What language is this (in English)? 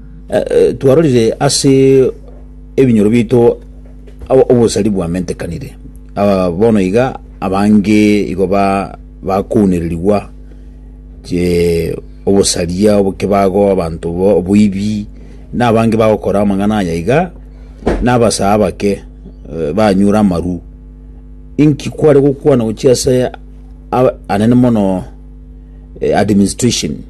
Gusii